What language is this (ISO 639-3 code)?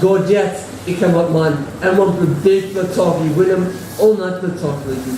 tpi